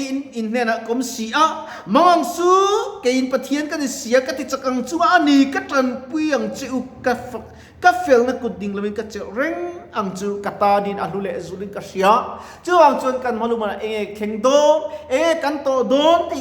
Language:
Mizo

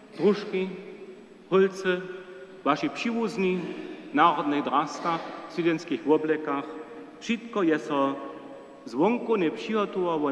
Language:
Upper Sorbian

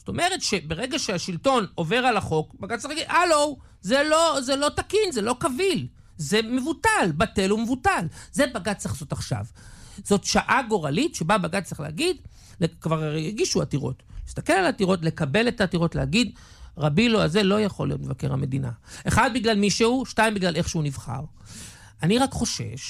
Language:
Hebrew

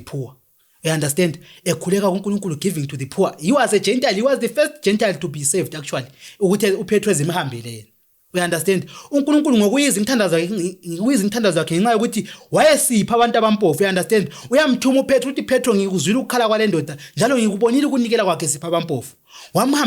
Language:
Zulu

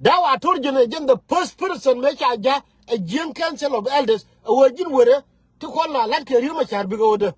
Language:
Nuer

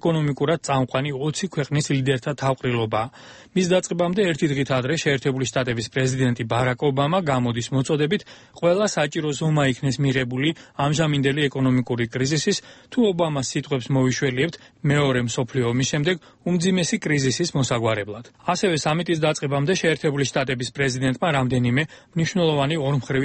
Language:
Georgian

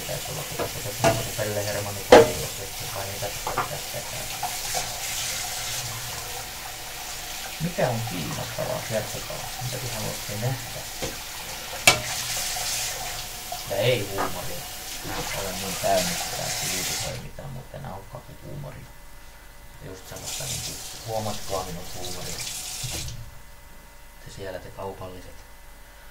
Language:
Finnish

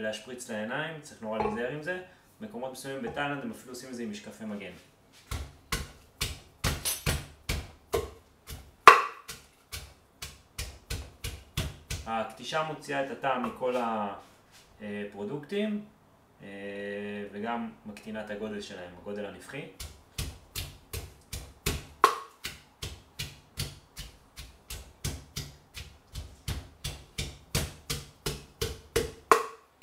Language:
Hebrew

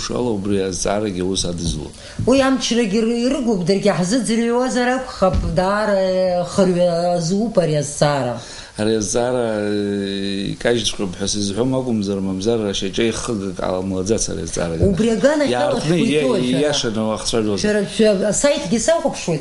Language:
Abkhazian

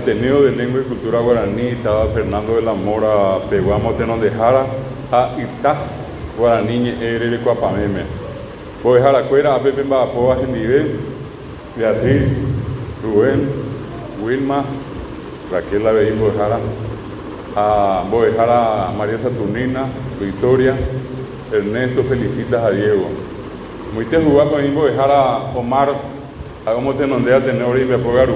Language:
Guarani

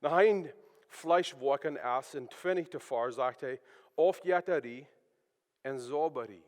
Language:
Plautdietsch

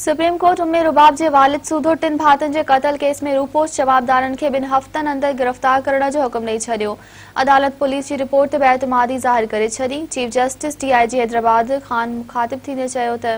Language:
Sindhi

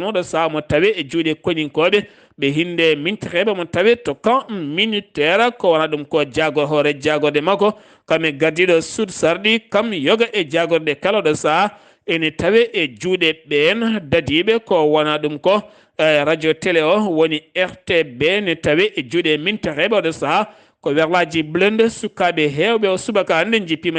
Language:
Fula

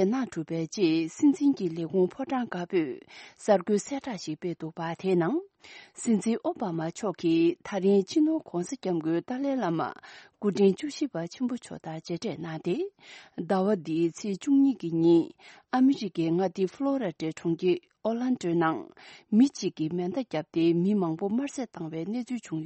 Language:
Tibetan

